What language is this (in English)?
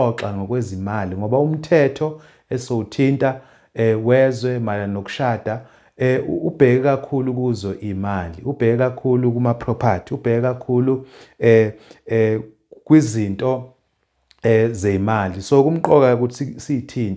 Zulu